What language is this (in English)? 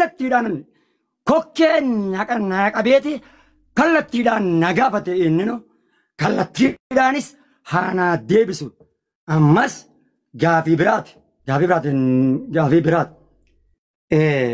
Oromo